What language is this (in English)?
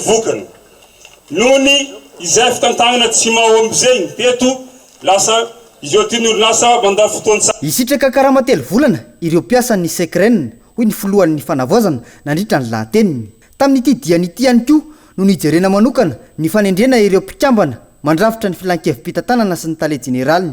Malagasy